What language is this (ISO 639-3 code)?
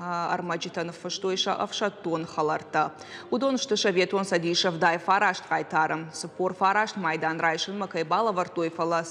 oss